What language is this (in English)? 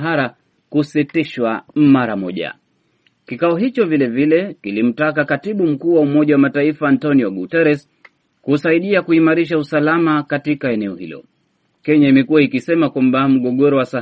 Swahili